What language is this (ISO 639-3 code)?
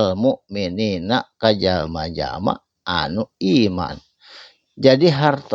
sun